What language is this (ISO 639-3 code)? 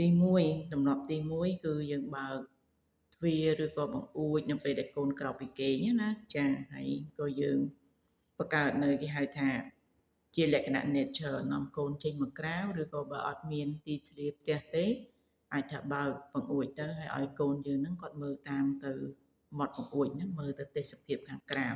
khm